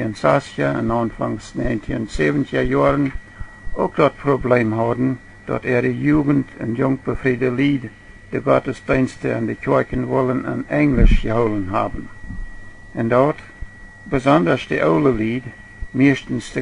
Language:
Plautdietsch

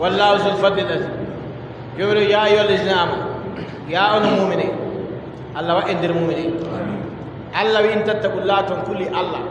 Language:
Adamawa Fulfulde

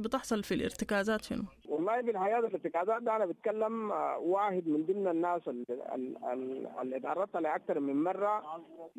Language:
Sudanese Arabic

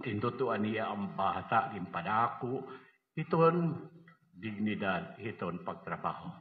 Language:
Waray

